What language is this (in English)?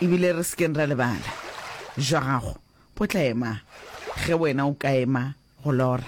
Northern Sotho